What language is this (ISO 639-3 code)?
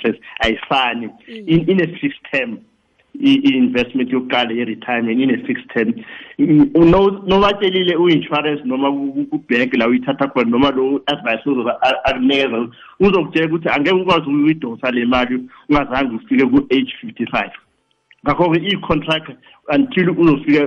nbl